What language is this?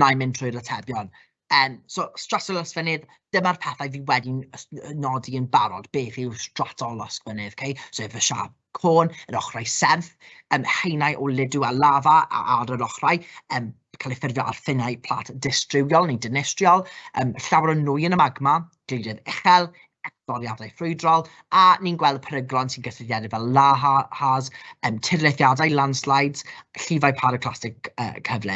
Welsh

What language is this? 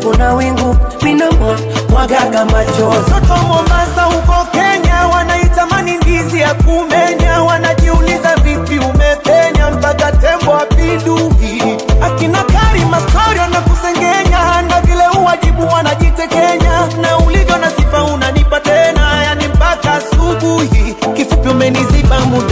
Swahili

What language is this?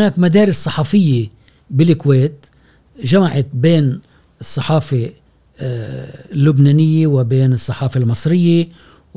Gulf Arabic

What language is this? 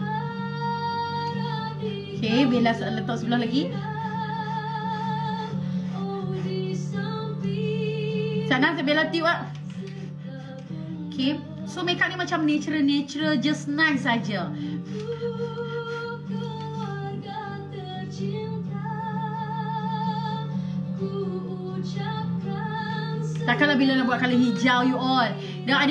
Malay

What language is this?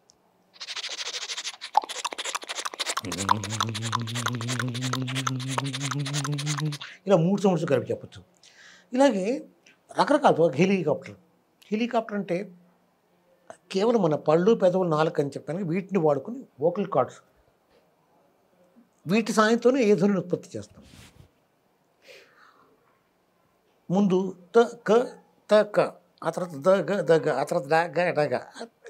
Telugu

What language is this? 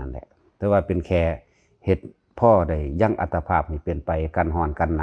Northeastern Thai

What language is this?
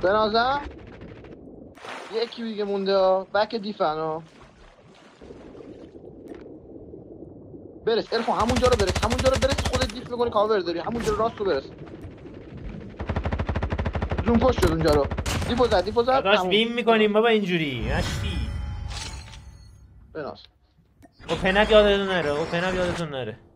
Persian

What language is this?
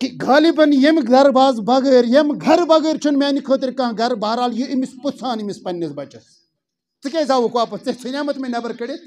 Kashmiri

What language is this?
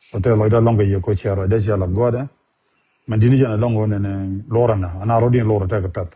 Nuer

